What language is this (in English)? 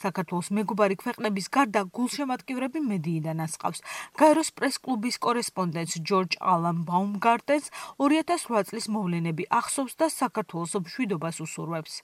Georgian